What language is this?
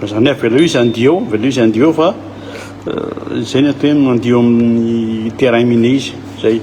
Malagasy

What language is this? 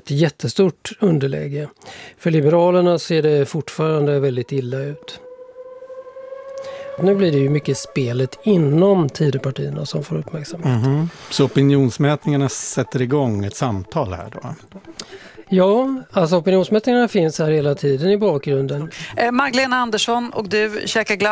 Swedish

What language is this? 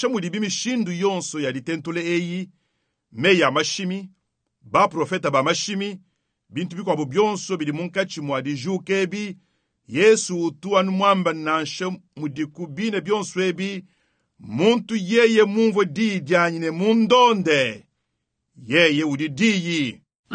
Luba-Lulua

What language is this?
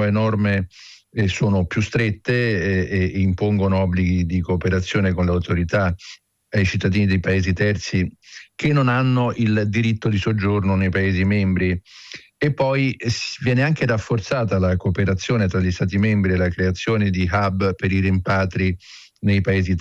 Italian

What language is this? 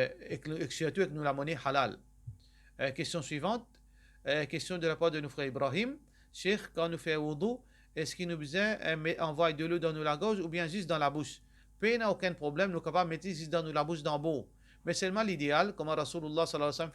Morisyen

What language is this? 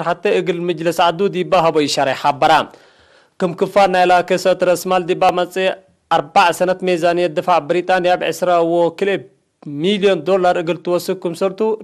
Tigre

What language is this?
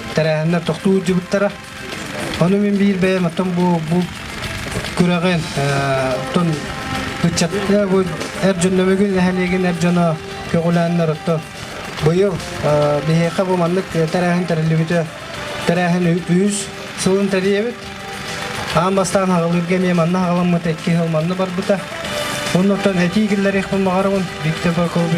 Yakut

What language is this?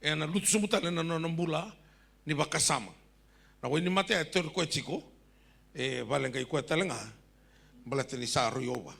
Fijian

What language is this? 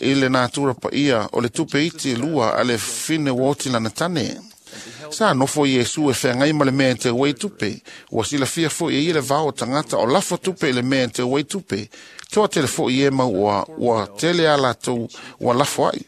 Samoan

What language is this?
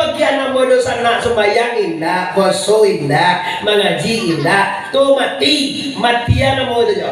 Minangkabau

